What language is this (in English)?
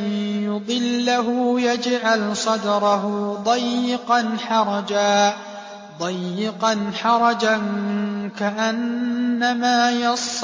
Arabic